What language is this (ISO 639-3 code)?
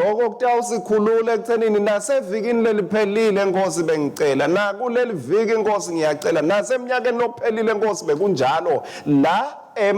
ssw